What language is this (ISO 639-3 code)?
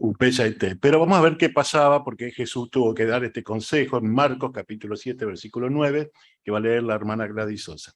grn